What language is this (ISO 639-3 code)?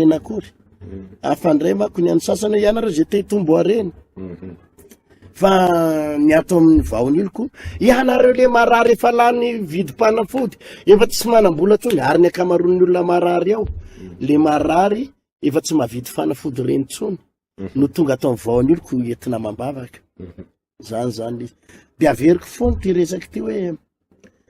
mlg